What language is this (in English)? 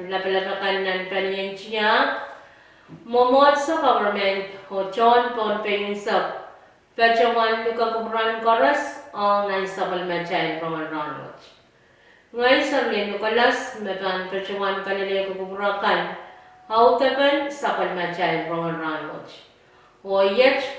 Pohnpeian